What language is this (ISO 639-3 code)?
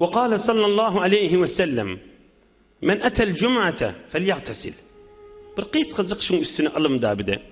tuk